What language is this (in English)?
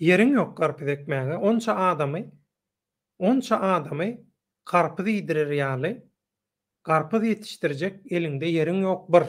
Turkmen